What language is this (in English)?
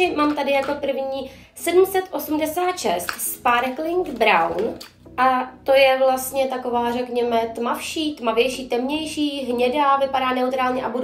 Czech